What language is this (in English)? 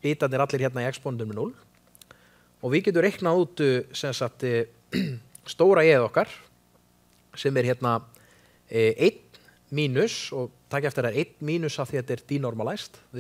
Icelandic